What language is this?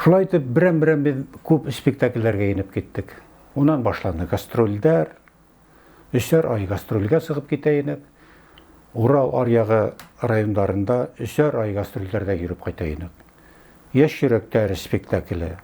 Bashkir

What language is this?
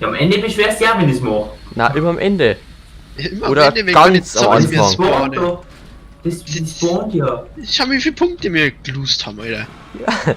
Bavarian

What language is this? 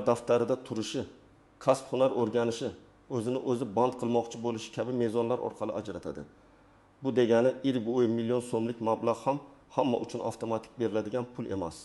Uzbek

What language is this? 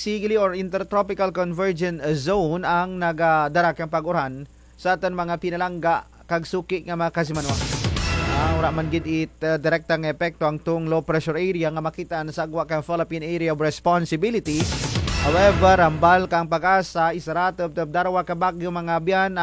Kinaray-a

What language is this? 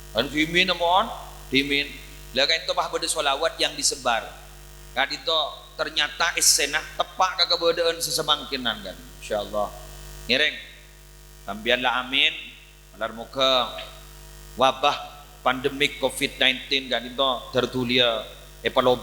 Madurese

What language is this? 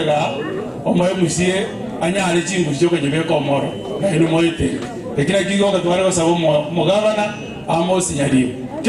Gusii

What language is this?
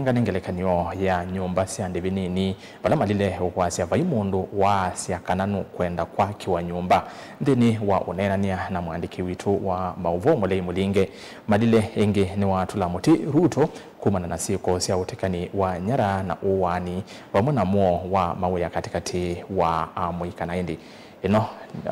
Kamba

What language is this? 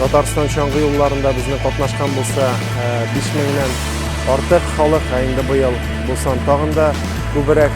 Tatar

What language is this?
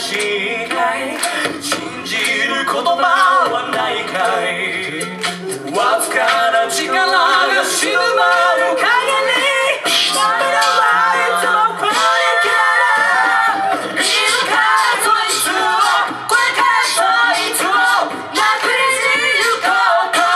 Japanese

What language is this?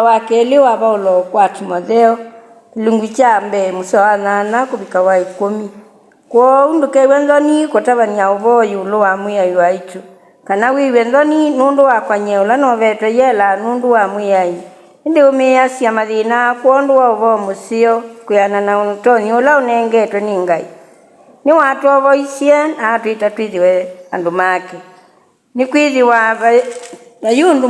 Kamba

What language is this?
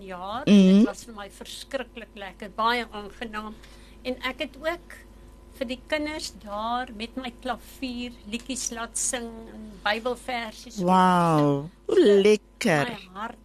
Afrikaans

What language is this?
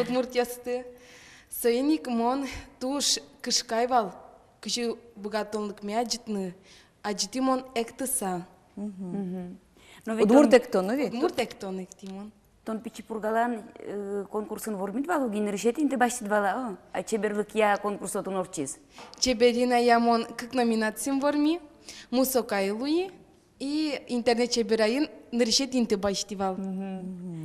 Udmurt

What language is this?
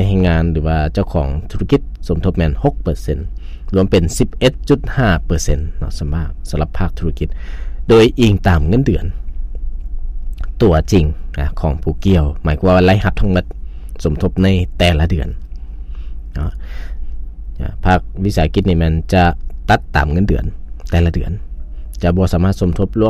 Lao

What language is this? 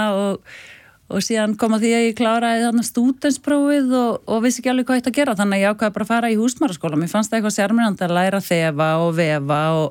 Icelandic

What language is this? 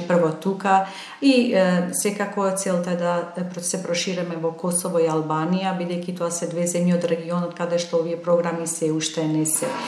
Macedonian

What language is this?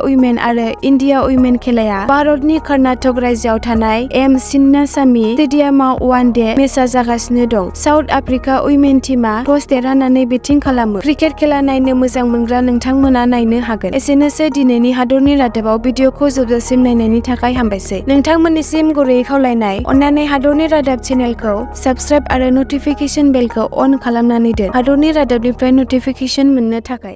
Bodo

